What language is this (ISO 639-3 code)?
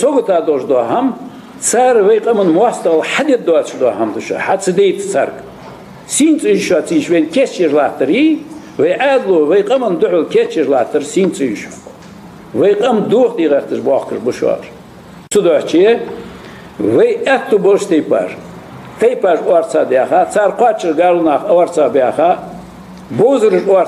inh